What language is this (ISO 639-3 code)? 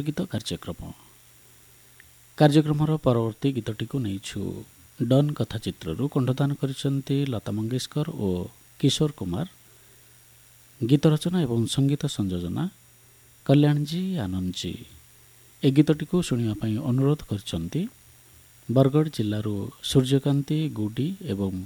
ori